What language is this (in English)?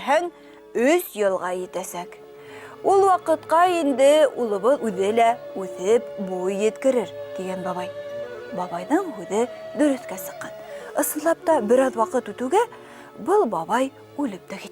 Bashkir